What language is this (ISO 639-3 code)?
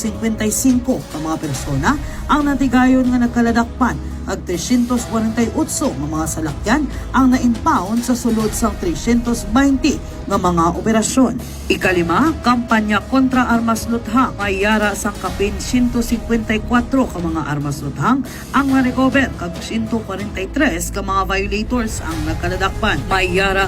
hil